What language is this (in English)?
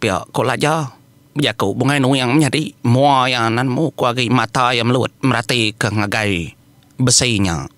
Iban